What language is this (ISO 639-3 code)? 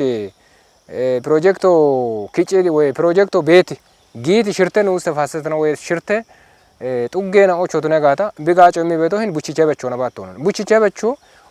kbr